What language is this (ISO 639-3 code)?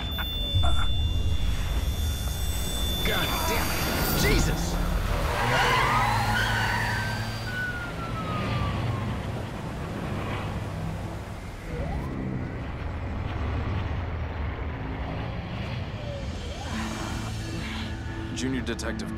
eng